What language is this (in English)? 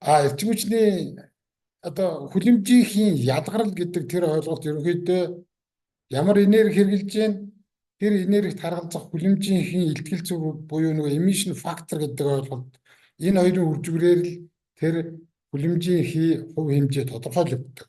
Mongolian